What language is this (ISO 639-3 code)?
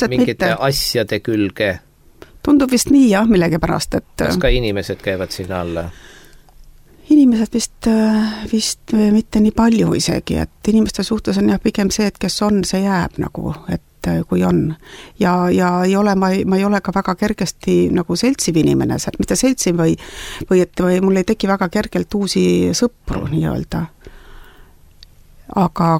est